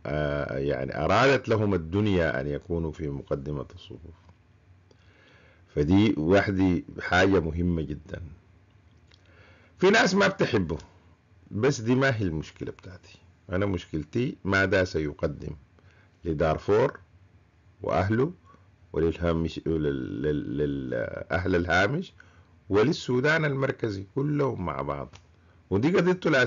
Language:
Sudanese Arabic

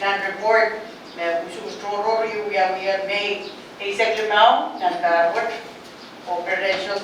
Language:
Pohnpeian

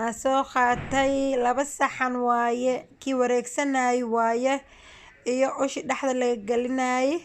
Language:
Somali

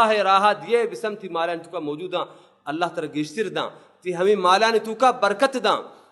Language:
Baluchi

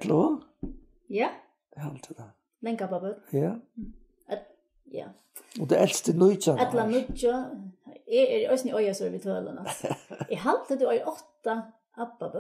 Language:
Faroese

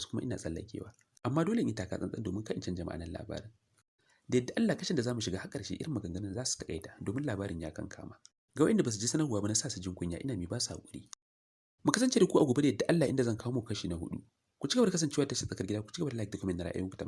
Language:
Hausa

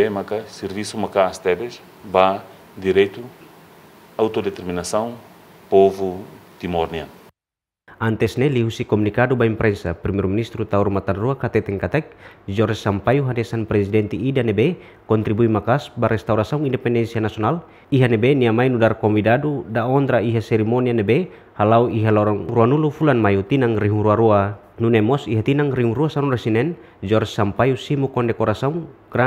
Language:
Tetum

